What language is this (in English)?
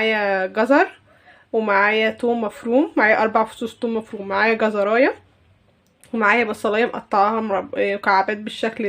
Egyptian Arabic